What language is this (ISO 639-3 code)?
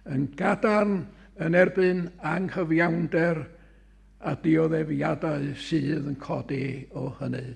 cym